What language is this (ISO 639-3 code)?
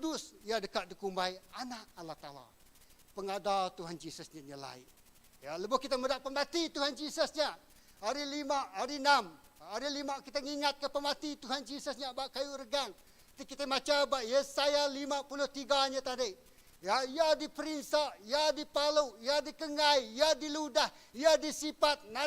iba